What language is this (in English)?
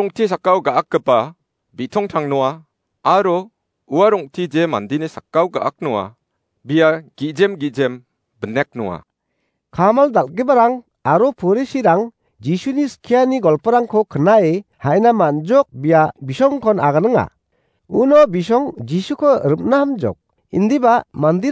Garo